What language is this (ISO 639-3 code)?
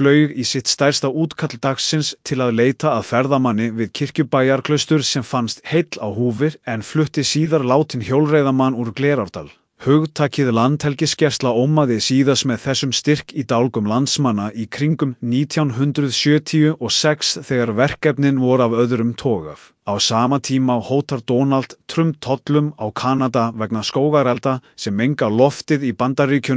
isl